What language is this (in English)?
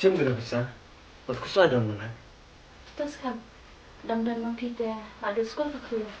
Khasi